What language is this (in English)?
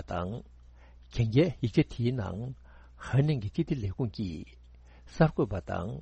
Tibetan